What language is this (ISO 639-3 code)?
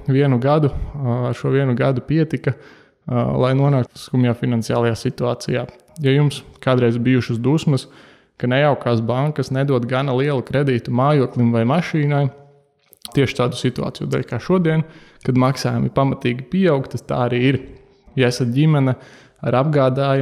lav